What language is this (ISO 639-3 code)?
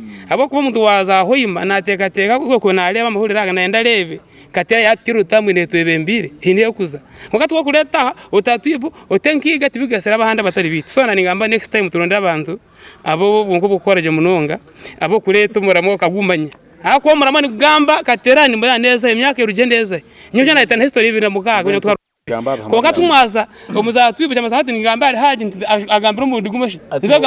nyn